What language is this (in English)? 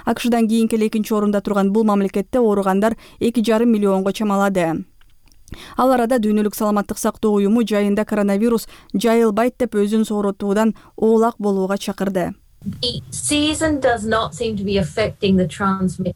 Kyrgyz